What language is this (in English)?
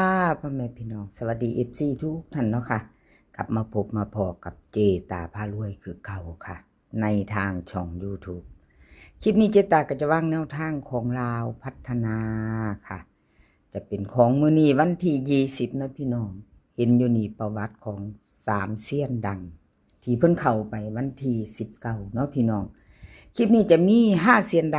Northeastern Thai